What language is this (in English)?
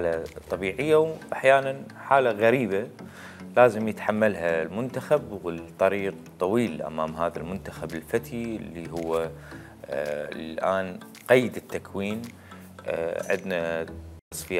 Mesopotamian Arabic